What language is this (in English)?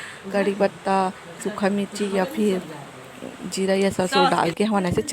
Chhattisgarhi